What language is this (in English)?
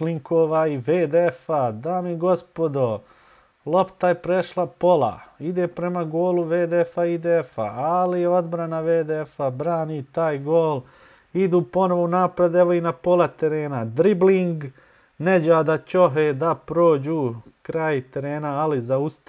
Bosnian